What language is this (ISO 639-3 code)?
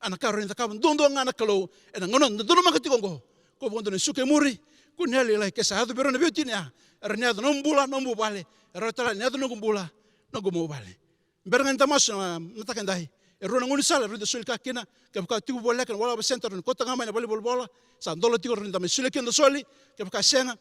fij